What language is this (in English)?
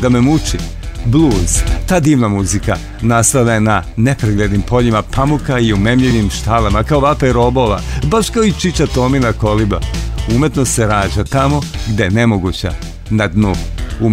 Serbian